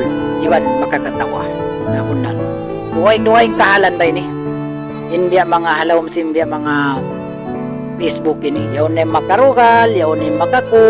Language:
Tausug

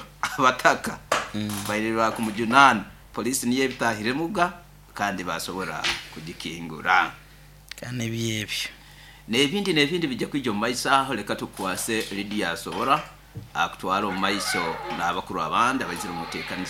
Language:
Nyoro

